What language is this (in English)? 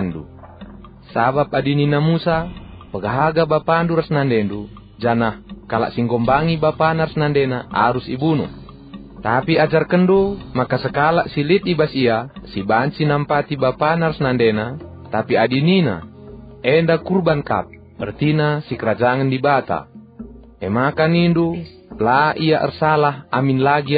Batak Karo